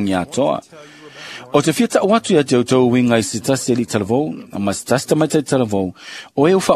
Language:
Samoan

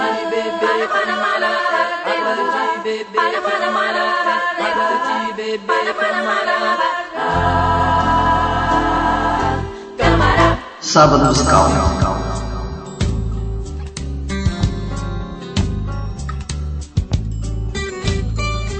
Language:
Portuguese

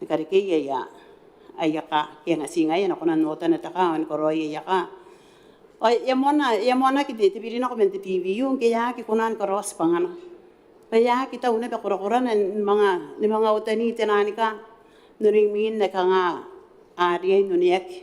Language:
Gilbertese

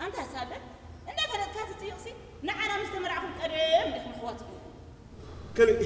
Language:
Tigrinya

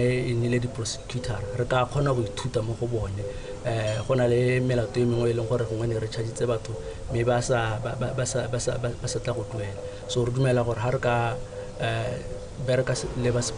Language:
Tswana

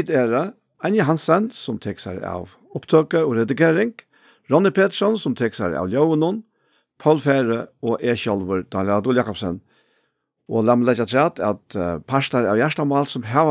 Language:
Faroese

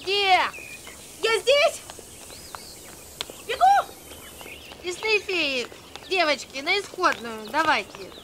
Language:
Russian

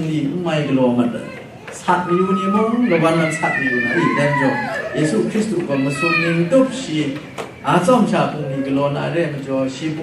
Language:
Kachin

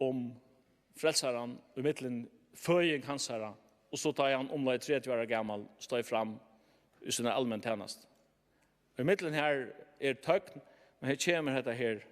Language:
Faroese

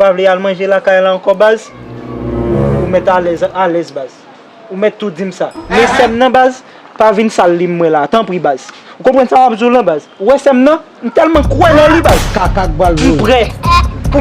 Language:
Haitian Creole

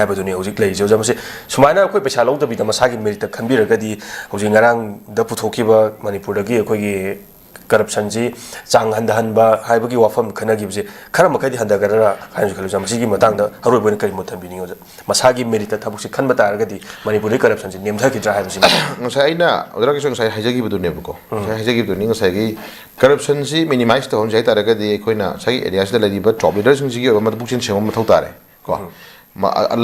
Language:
Manipuri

